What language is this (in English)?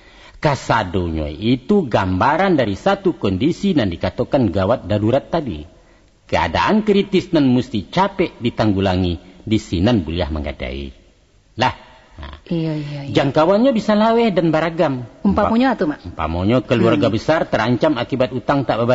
Minangkabau